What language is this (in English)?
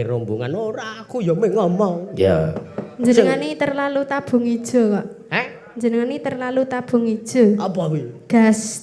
Javanese